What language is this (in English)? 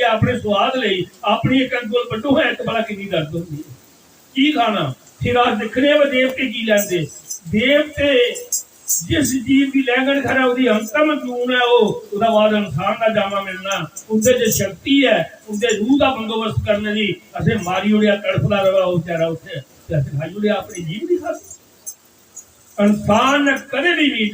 Dogri